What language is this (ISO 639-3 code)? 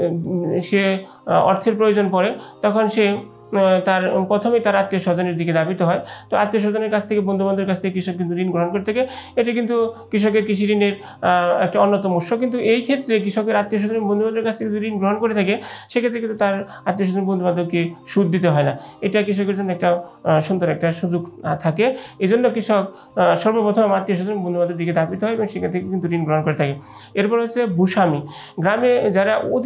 ben